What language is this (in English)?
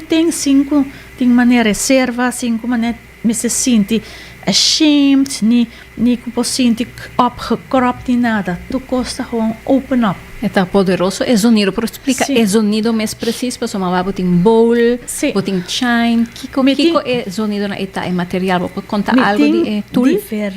Papiamento